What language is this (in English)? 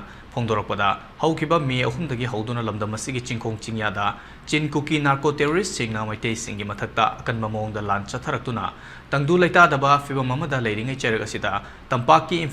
Manipuri